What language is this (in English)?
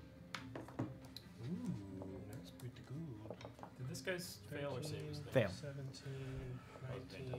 English